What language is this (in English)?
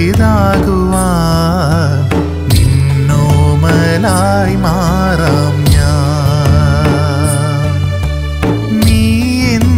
Malayalam